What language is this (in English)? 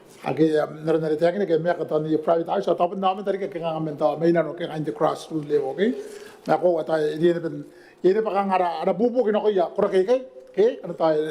Gilbertese